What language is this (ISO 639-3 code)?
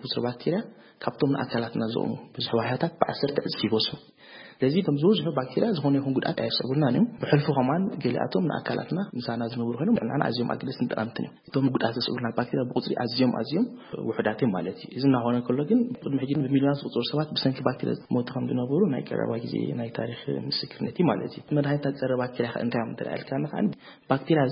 tir